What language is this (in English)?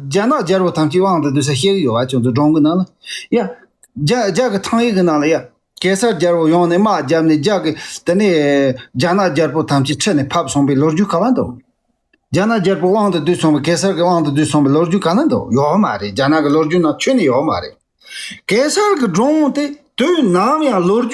Tibetan